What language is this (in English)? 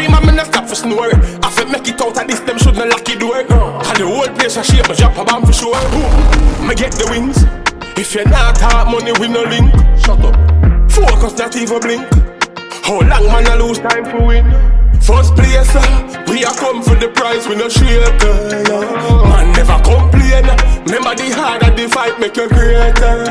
Jamaican Creole English